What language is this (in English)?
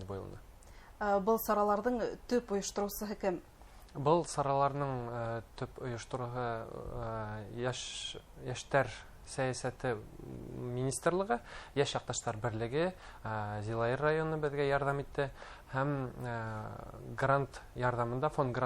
Bashkir